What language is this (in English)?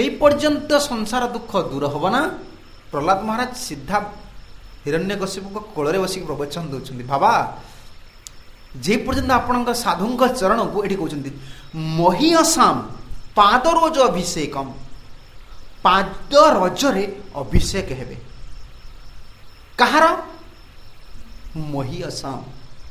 Odia